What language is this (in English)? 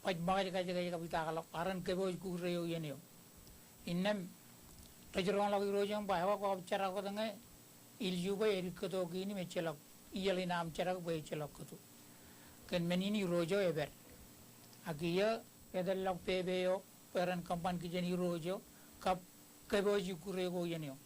Marshallese